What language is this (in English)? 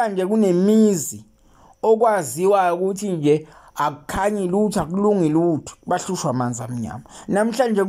Zulu